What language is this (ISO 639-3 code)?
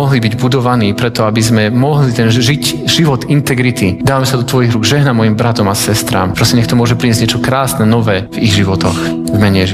slk